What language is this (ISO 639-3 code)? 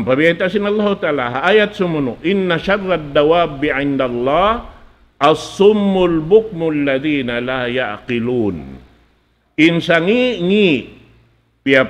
tsg